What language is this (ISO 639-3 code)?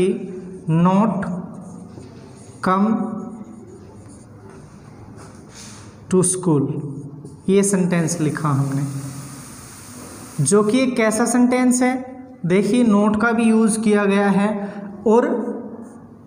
hin